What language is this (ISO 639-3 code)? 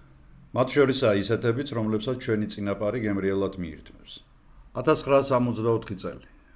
kat